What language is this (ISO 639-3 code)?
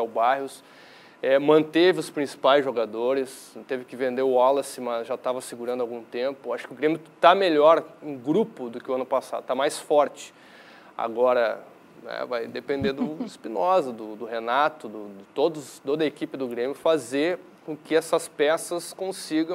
por